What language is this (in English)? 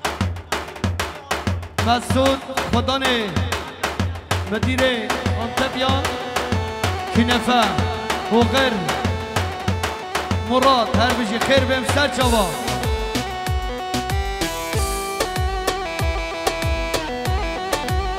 Kurdish